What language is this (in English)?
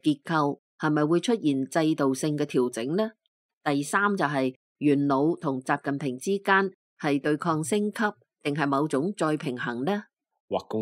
Cantonese